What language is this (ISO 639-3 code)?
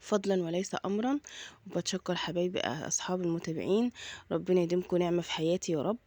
arz